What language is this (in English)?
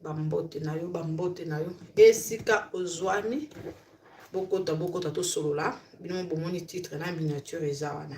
Lingala